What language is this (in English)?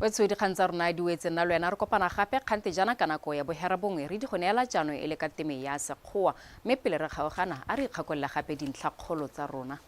Tswana